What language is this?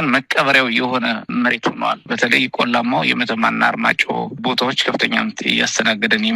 Amharic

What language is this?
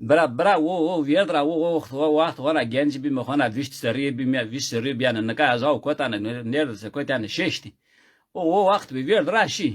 Zaza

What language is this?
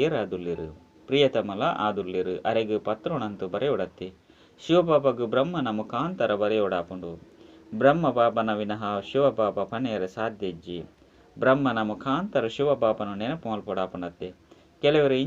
Tulu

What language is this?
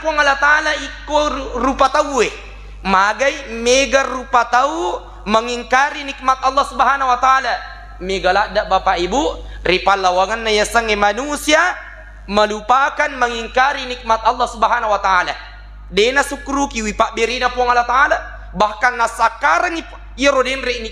Buginese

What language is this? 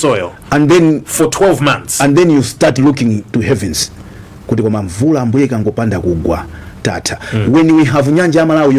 Nyanja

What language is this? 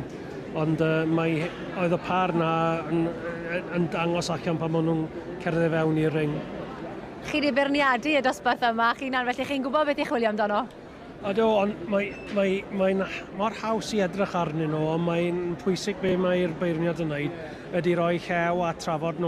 Welsh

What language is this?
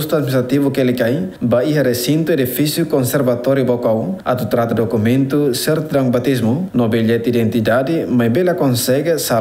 Tetum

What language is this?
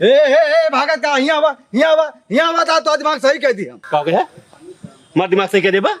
Awadhi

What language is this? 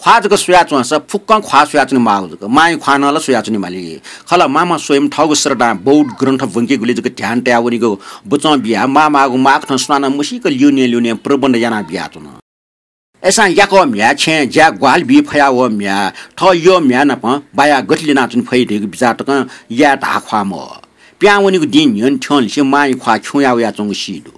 Newari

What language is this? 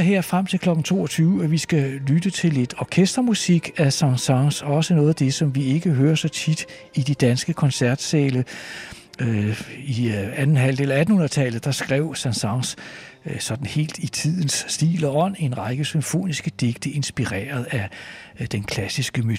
Danish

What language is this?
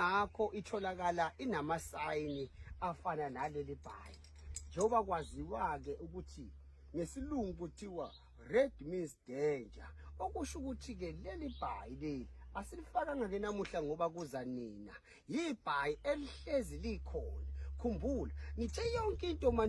Zulu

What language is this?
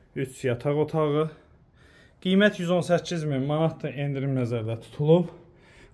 Azerbaijani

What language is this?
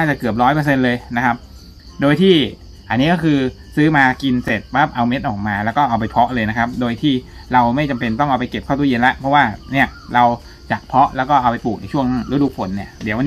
Thai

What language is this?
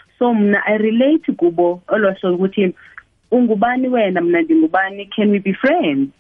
Xhosa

